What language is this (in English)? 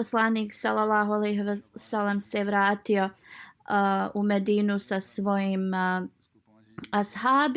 Bosnian